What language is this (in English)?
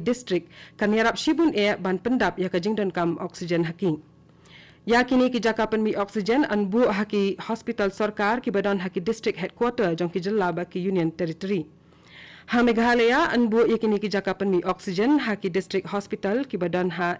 Khasi